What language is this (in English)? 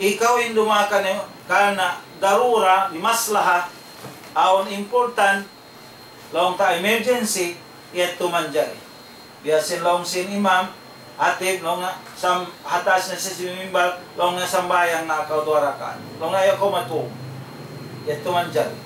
Tausug